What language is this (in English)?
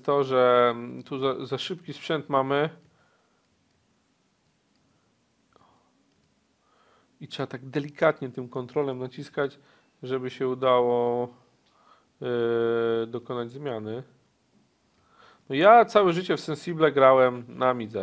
Polish